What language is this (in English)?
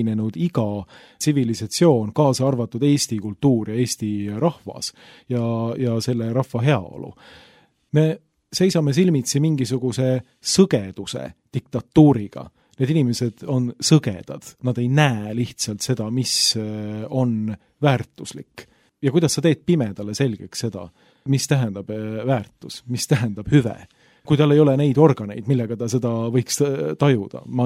Estonian